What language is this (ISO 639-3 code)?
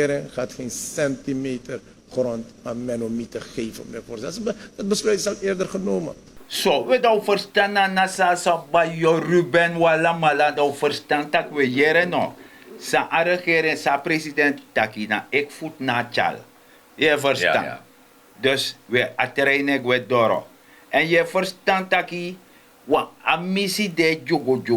srn